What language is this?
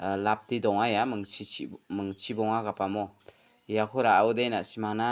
Garo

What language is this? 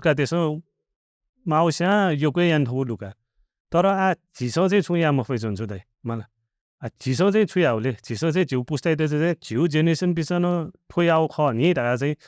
Newari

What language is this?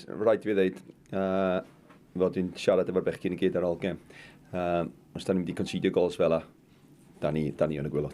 Welsh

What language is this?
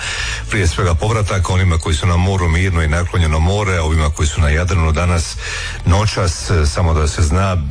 Croatian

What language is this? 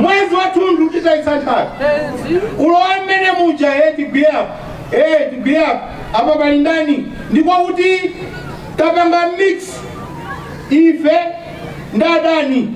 Nyanja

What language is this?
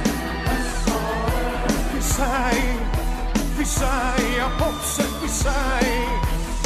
Greek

